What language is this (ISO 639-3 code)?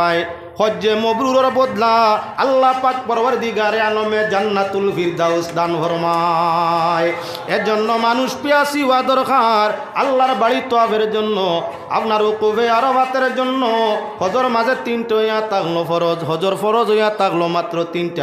syl